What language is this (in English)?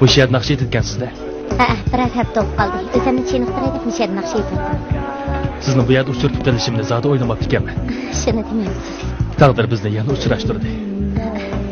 Uyghur